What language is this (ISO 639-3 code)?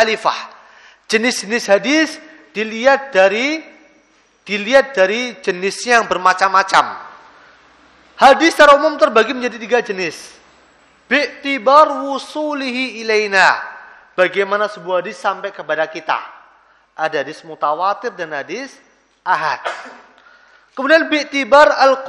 ind